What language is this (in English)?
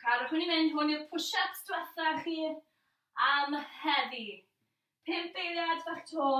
Welsh